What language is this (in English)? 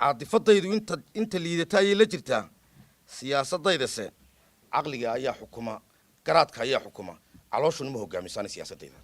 Somali